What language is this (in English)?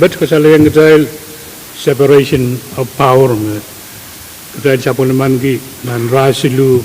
Pohnpeian